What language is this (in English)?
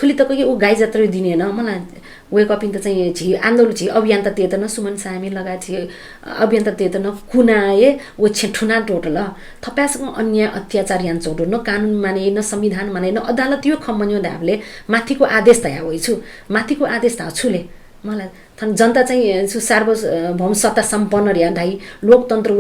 Newari